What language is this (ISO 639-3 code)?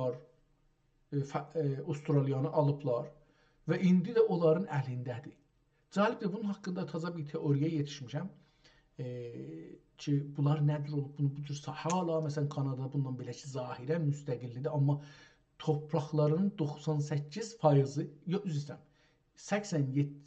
azb